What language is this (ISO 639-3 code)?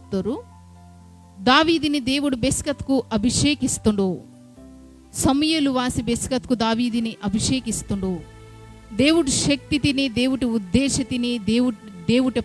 kff